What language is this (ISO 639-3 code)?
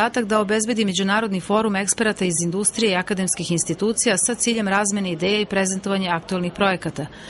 srp